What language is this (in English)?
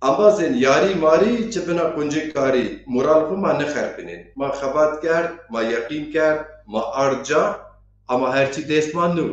Zaza